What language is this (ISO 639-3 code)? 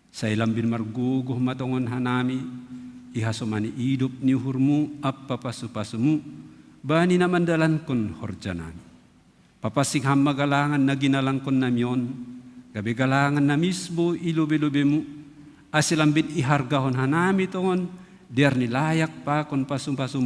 bts